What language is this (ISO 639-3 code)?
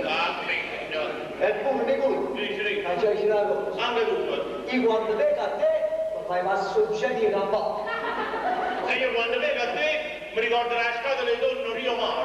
nap